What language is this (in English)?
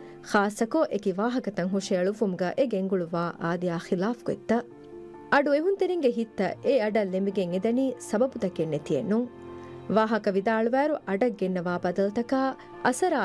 Divehi